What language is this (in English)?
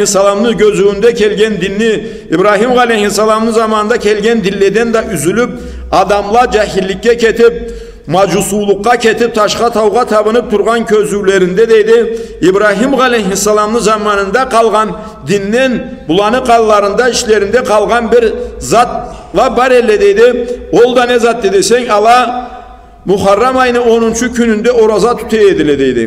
Karachay-Balkar